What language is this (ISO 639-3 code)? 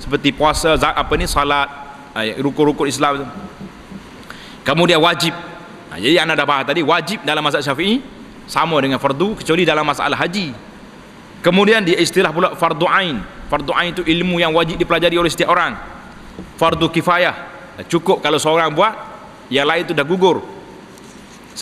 msa